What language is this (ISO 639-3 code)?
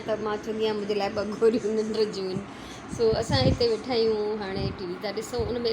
snd